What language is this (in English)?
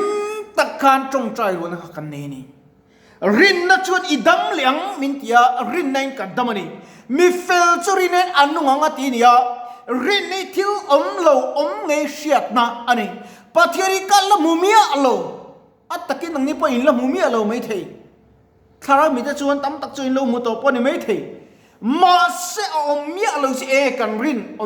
Mizo